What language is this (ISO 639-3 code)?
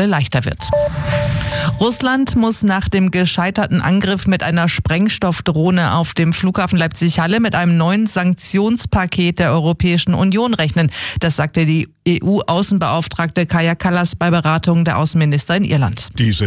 deu